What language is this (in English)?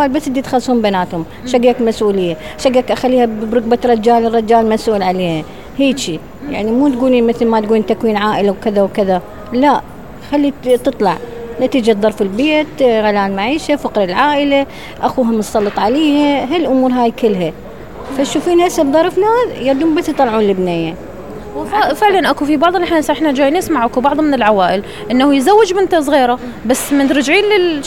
Mesopotamian Arabic